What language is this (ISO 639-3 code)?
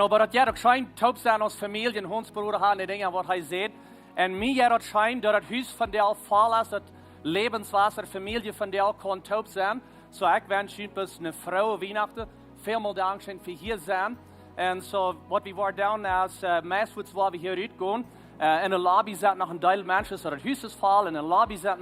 pdt